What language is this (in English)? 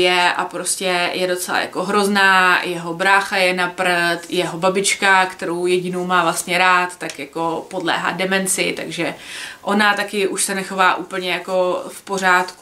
Czech